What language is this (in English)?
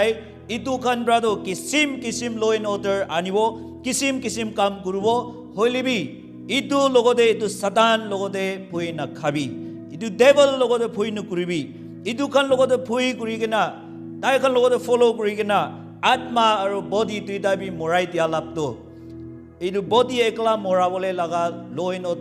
Naga Pidgin